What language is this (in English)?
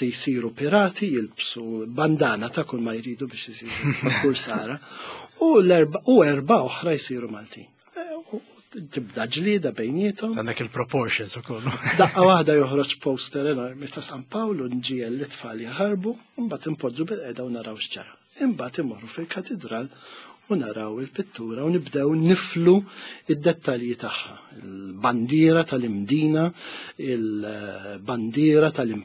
Maltese